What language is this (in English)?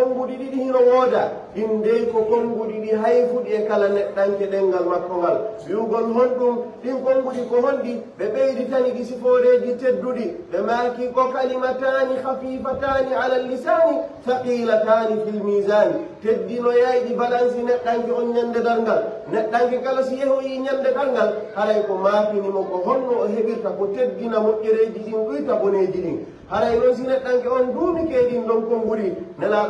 Pular